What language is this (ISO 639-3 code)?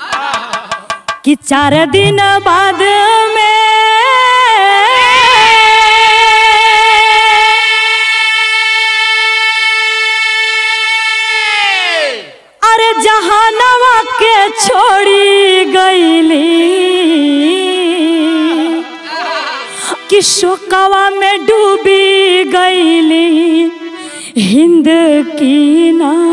bho